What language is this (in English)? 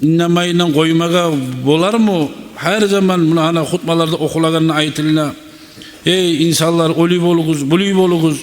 Kumyk